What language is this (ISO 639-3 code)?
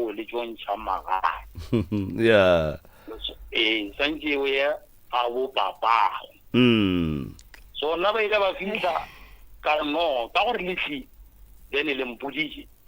nso